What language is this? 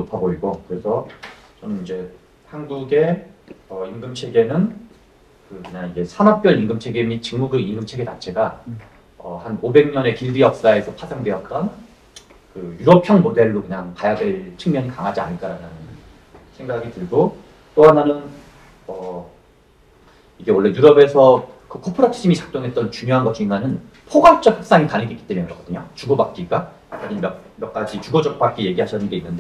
Korean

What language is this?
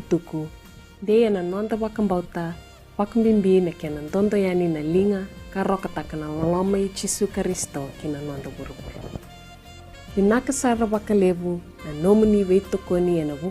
Fijian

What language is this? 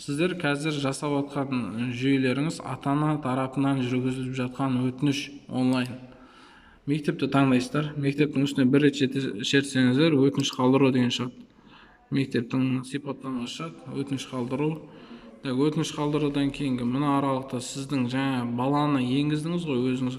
Kazakh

